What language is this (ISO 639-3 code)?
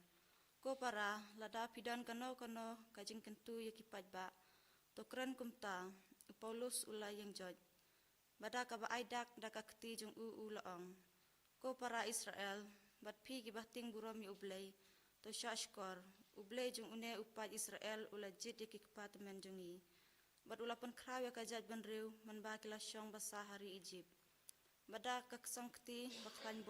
kha